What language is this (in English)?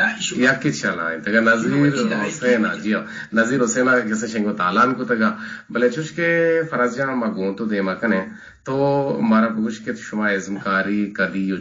Eastern Balochi